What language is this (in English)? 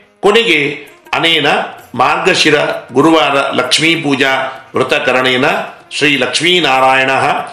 Kannada